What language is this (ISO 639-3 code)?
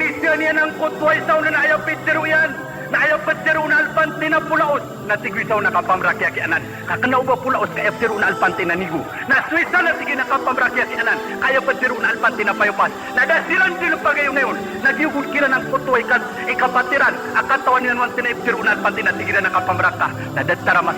mrw